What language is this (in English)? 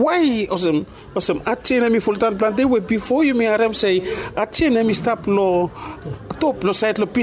Bislama